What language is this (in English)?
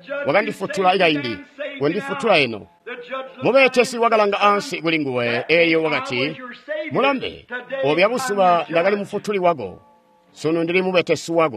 Tonga (Zambia)